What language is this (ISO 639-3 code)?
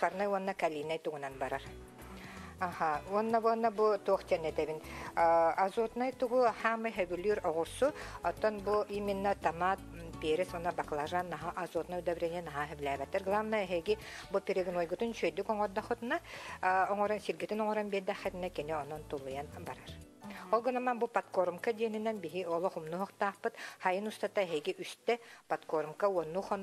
sah